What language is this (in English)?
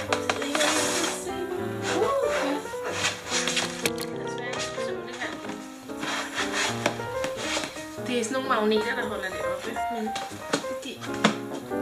Danish